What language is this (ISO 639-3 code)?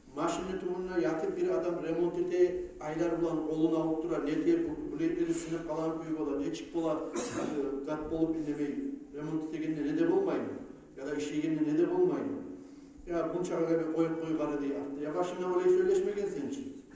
kum